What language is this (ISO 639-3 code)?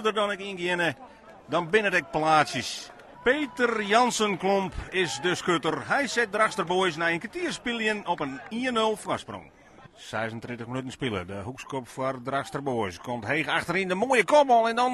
fry